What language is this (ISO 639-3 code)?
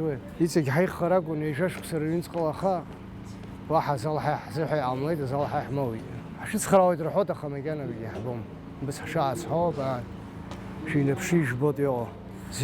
abk